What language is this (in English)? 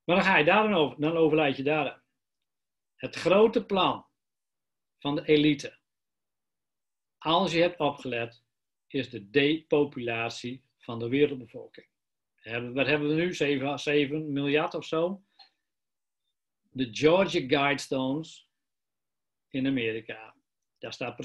Dutch